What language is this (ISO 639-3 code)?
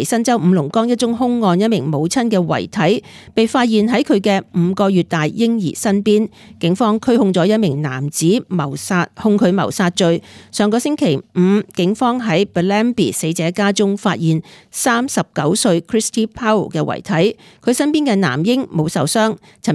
yue